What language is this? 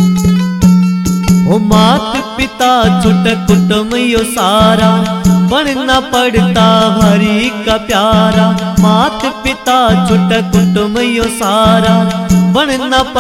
Haryanvi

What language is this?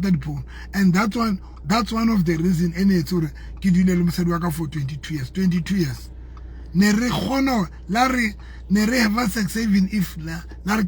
Southern Sotho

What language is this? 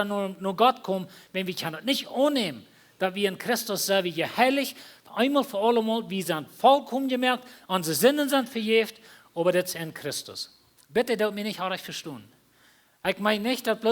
Plautdietsch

